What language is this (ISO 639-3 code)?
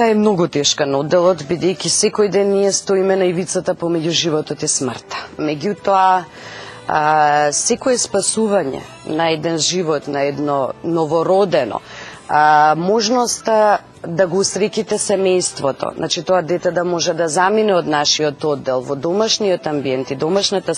mkd